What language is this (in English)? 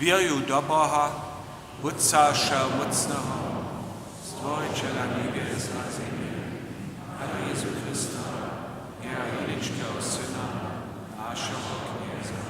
Upper Sorbian